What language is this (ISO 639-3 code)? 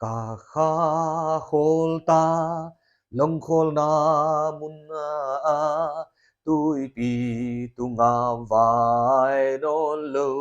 pck